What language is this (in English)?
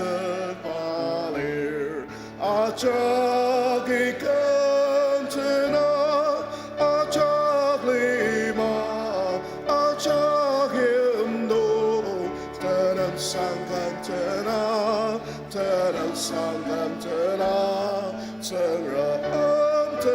Ao Naga